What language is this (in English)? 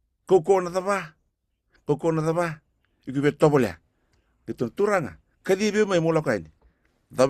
Fijian